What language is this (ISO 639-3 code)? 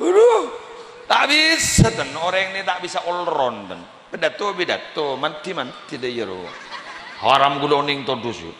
mad